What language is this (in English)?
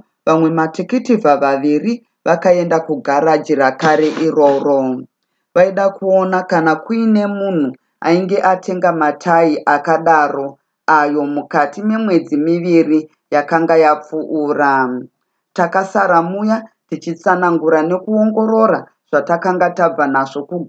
Shona